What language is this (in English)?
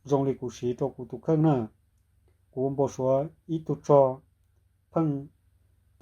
Hmong